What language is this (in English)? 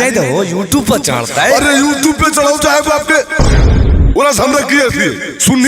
Magahi